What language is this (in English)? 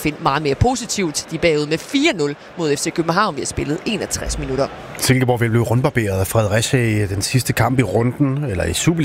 Danish